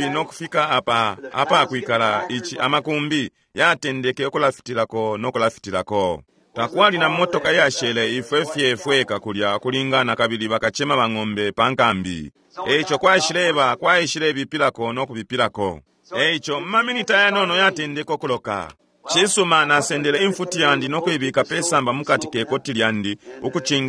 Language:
Bemba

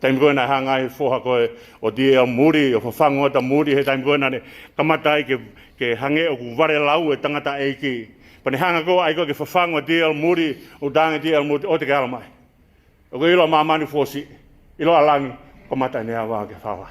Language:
Tongan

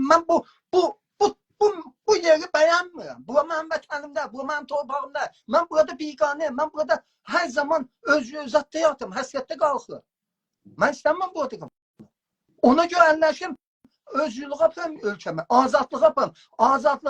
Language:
South Azerbaijani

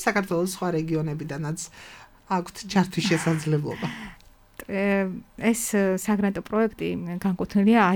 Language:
Georgian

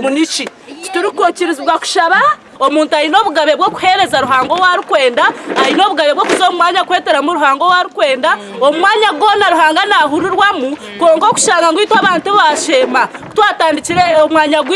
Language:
Nyankole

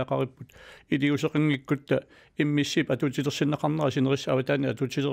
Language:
Kalaallisut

